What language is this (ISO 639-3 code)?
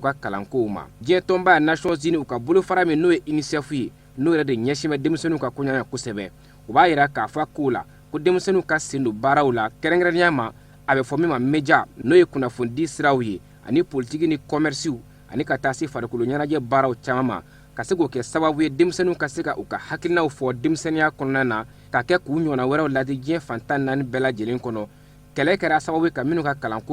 bam